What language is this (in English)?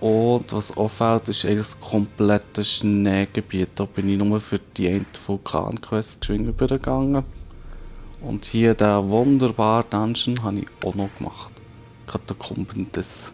Swiss German